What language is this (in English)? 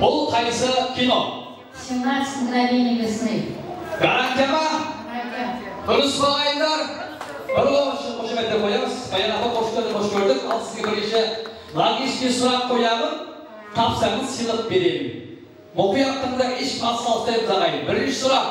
Kara-Kalpak